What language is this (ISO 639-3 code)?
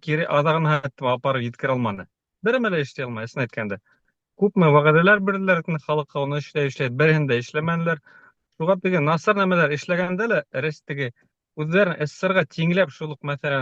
bak